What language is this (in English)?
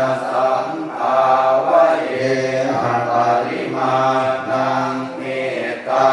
Pali